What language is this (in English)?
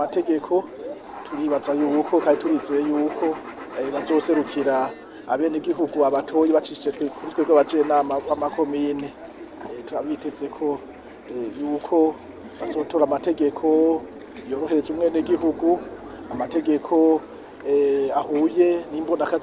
Rundi